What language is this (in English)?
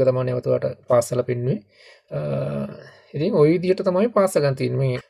Sinhala